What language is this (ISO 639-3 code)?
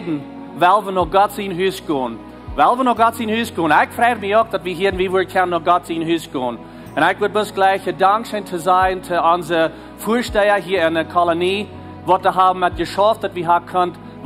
pdt